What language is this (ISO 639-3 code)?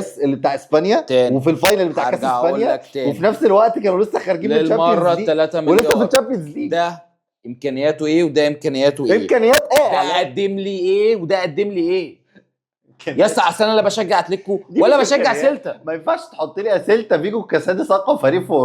arz